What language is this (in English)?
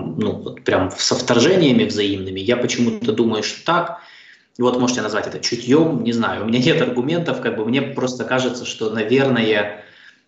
Russian